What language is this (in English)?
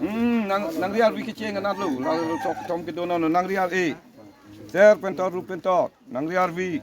Karbi